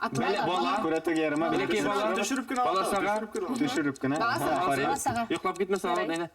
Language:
Bashkir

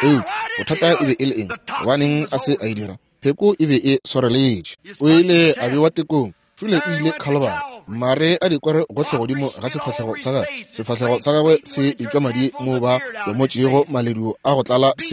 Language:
Northern Sotho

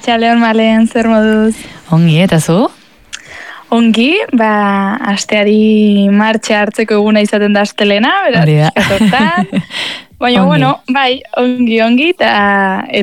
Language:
Basque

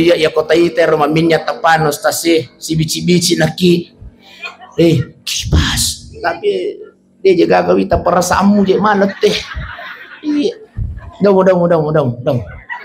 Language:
Buginese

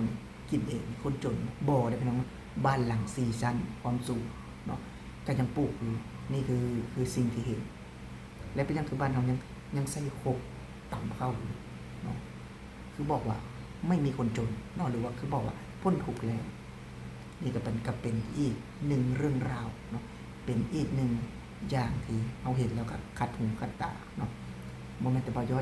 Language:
Lao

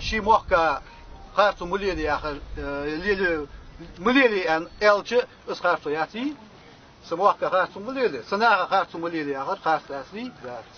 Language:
Ingush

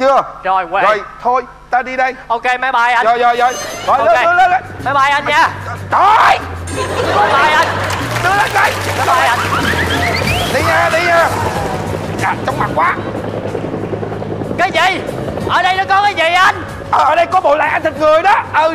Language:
Vietnamese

